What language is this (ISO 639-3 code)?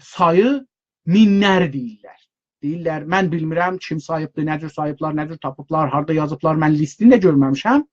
azb